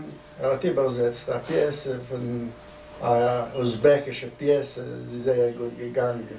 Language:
Yiddish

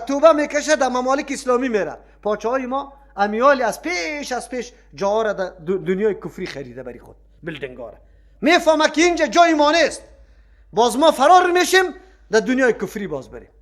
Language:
Persian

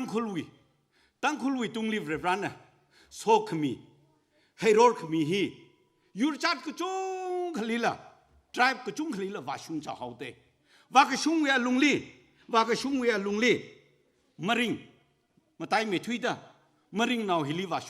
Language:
Tangkhul Naga (India)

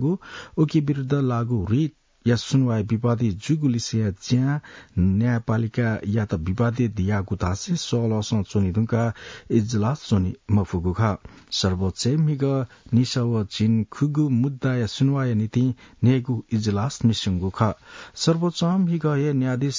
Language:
Newari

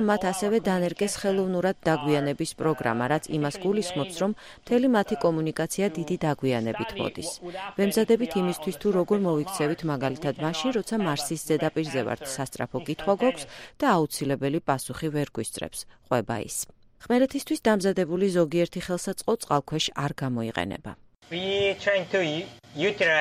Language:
Georgian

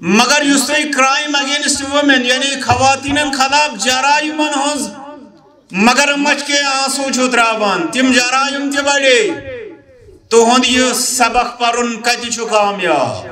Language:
Kashmiri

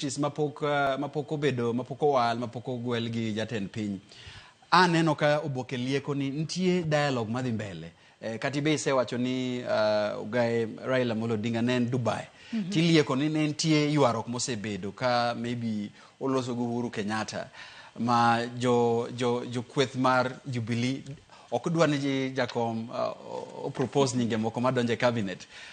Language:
Luo (Kenya and Tanzania)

